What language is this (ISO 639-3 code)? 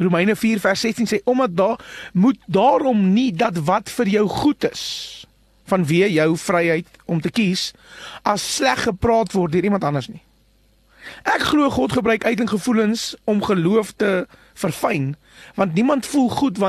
afr